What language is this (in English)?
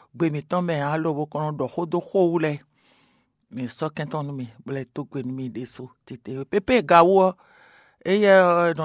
Fon